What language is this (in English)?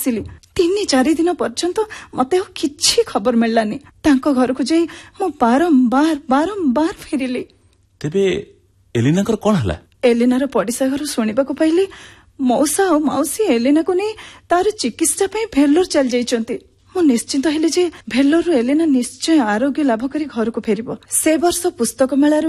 Odia